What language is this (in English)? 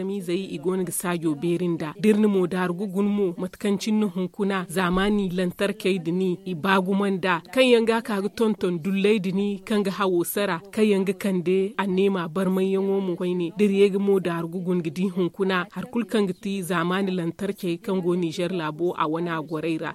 Zarma